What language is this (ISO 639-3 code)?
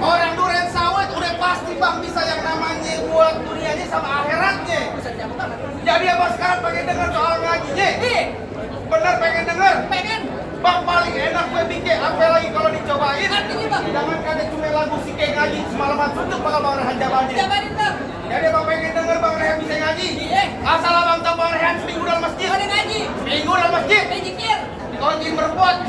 bew